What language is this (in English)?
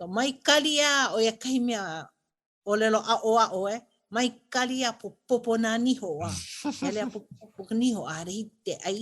Hawaiian